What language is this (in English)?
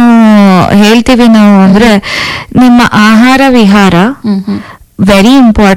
Kannada